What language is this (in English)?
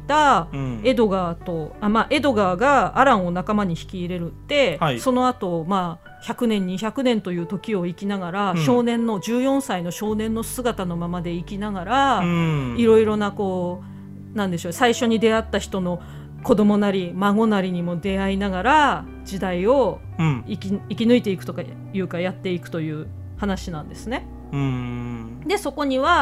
Japanese